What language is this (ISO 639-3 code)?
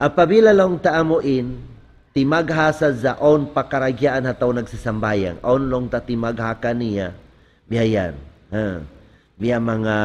tsg